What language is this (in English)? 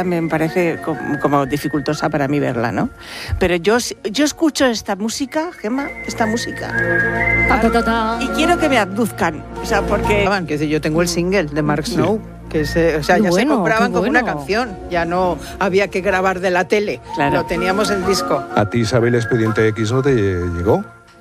Spanish